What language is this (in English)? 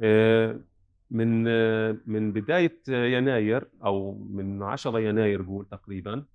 North Levantine Arabic